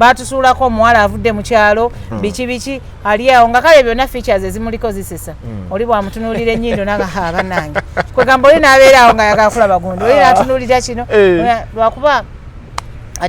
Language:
Ganda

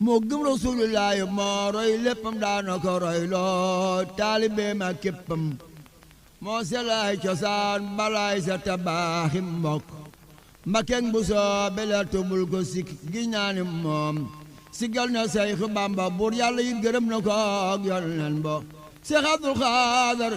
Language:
Wolof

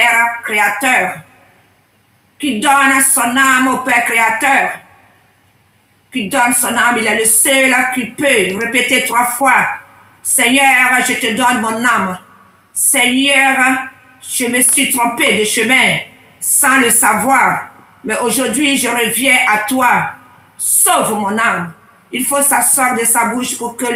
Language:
French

